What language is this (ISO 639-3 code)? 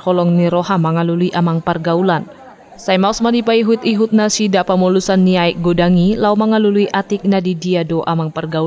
bbc